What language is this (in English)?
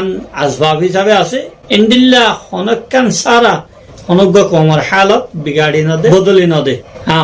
Rohingya